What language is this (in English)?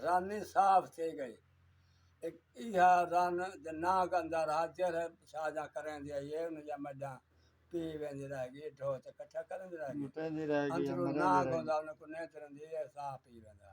Saraiki